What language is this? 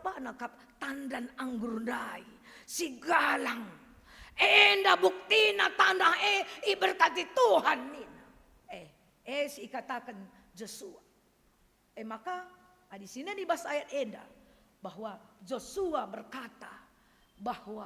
Batak Karo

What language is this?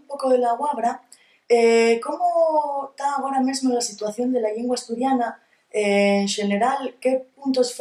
Asturian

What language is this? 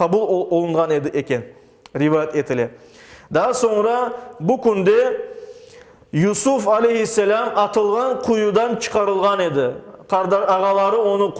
Crimean Tatar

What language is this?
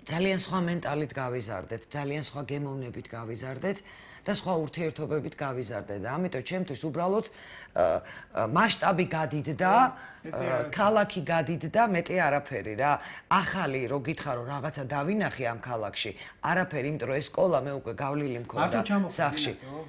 Georgian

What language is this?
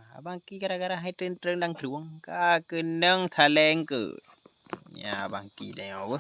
Achinese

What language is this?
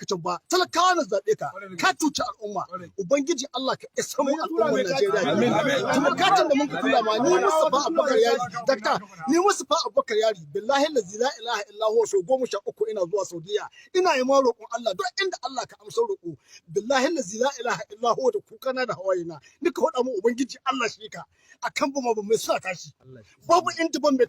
Hausa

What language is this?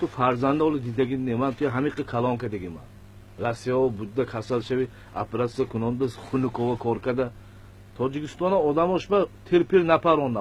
Tajik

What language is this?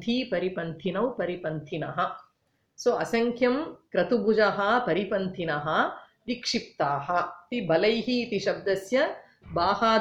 Sanskrit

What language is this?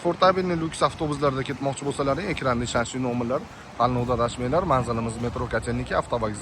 Uzbek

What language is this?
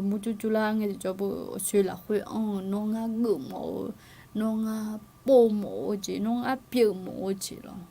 Akha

